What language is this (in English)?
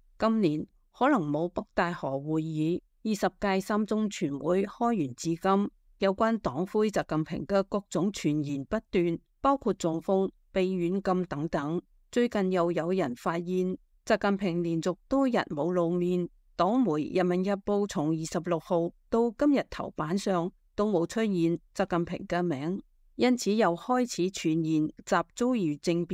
Cantonese